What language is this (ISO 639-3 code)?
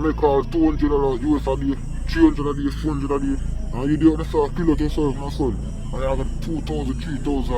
jam